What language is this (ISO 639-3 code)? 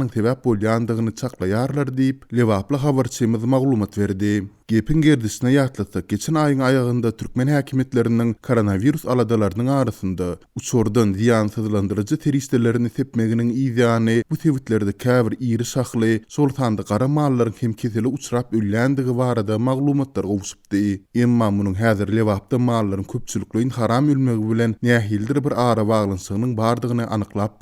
tuk